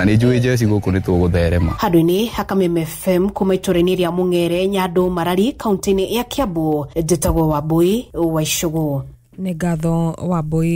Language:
Kikuyu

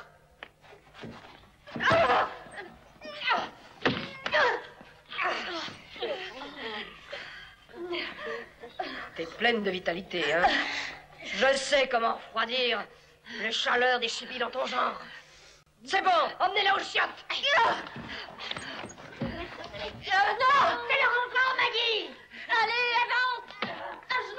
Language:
French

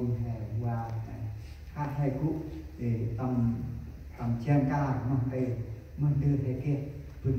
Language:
Central Mnong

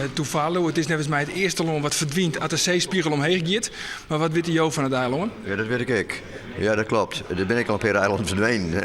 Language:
Western Frisian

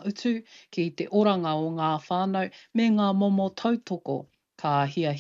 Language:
Māori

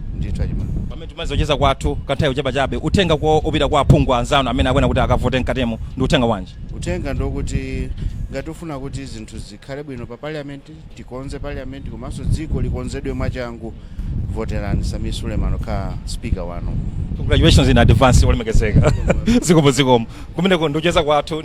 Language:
Nyanja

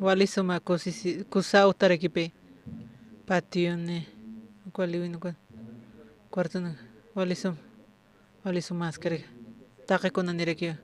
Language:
Aymara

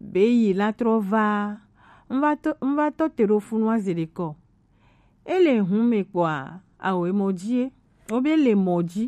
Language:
Gen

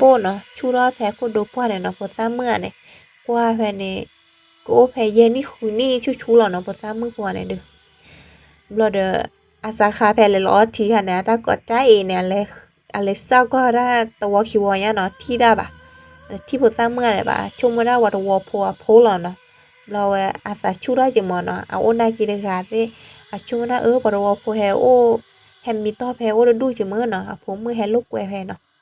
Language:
S'gaw Karen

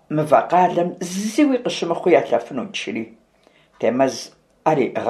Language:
Kabardian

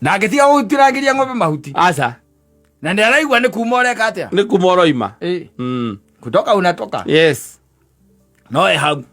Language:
Kikuyu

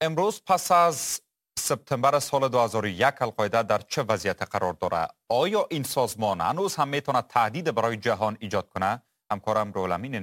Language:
Persian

